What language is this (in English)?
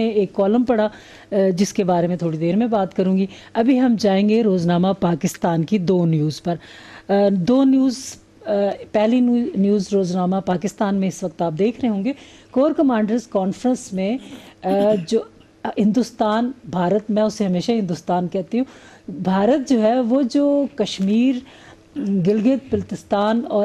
Urdu